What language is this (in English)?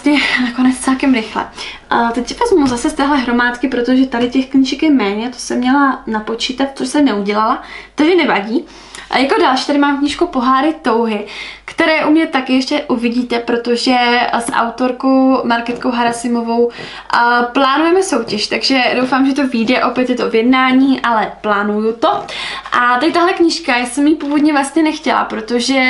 Czech